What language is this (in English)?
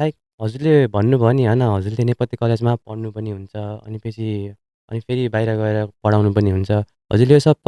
Nepali